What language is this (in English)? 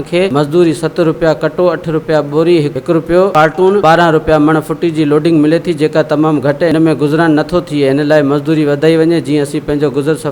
Sindhi